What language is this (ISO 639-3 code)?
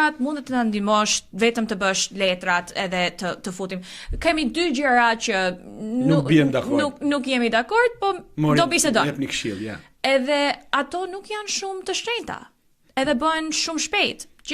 sqi